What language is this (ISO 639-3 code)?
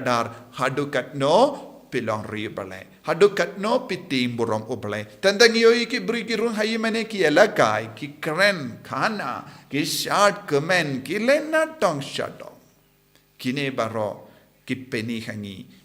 kha